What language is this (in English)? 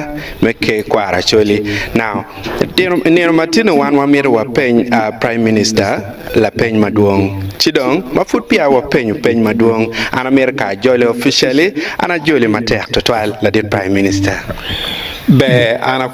Acoli